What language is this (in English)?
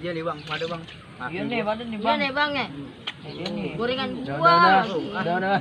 Betawi